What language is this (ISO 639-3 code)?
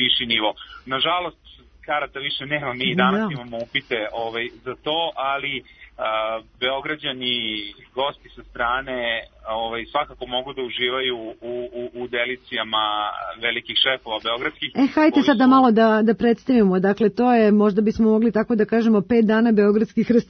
srp